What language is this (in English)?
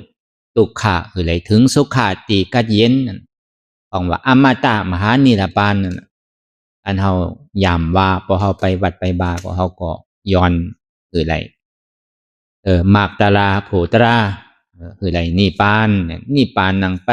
Shan